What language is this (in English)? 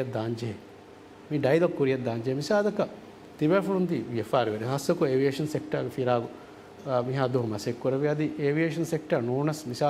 Divehi